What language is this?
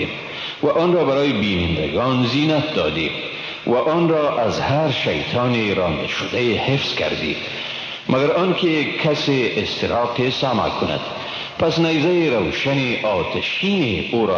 Persian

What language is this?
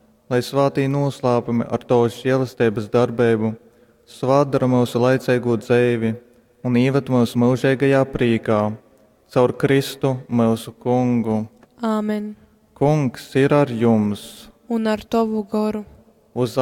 Latgalian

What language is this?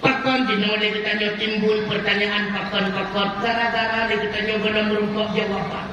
Achinese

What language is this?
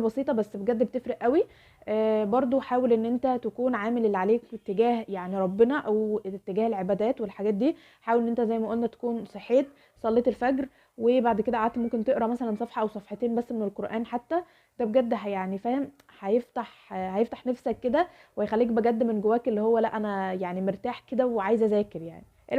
Egyptian Arabic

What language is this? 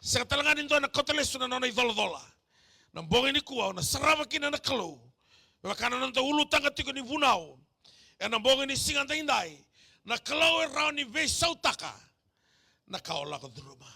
Fijian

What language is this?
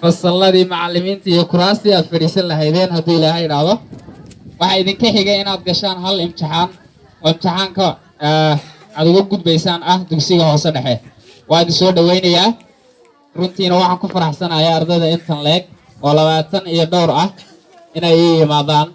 Somali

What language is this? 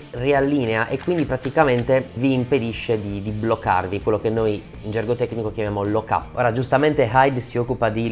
Italian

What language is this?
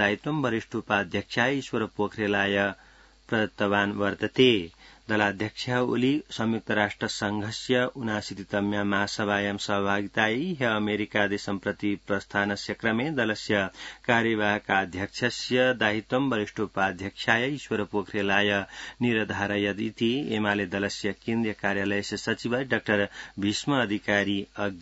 Sanskrit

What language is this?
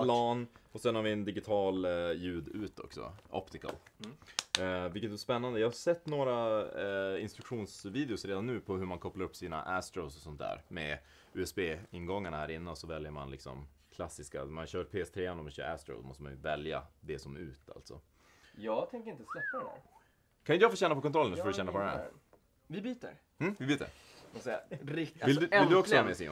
Swedish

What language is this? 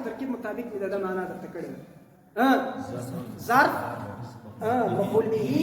Pashto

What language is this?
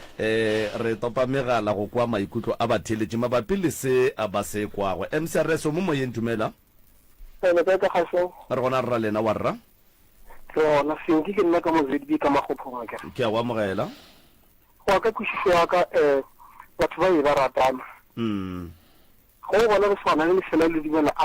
Northern Sotho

